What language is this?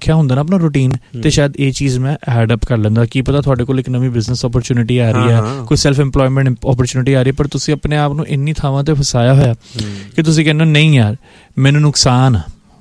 Punjabi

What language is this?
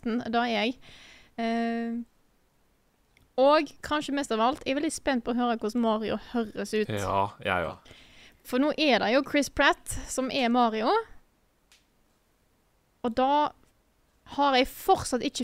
Norwegian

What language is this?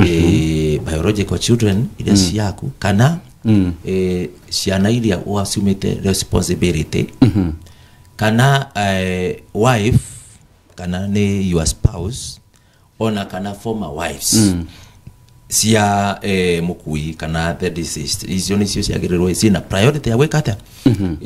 Kikuyu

